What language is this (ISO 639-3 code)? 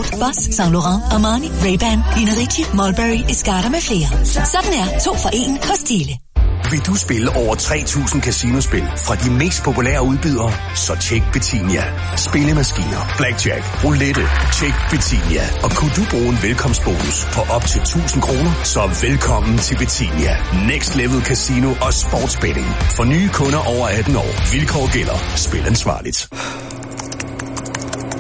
dan